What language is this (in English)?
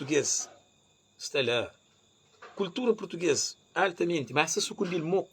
Kabuverdianu